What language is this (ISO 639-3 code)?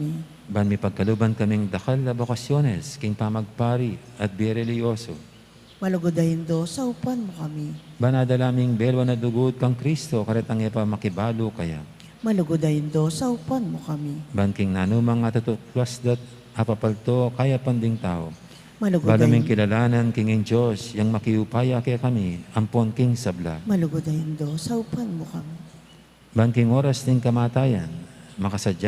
pam